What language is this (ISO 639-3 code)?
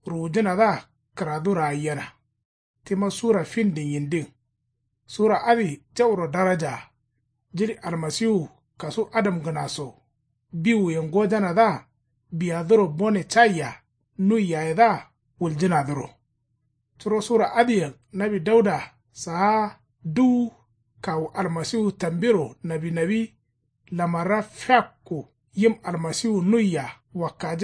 kau